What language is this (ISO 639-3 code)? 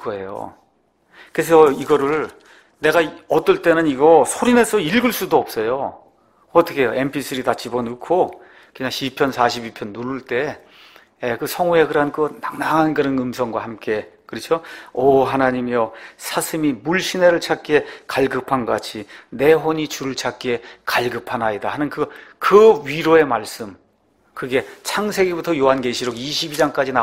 kor